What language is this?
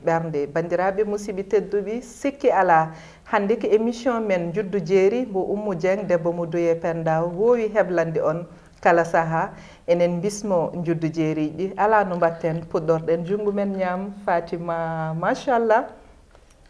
Fula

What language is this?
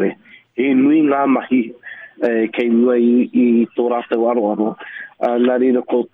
Māori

